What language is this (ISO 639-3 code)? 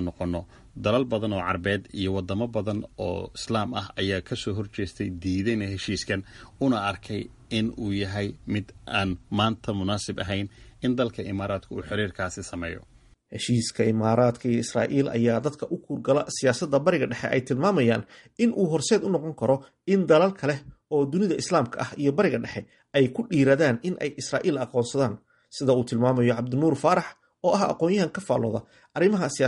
som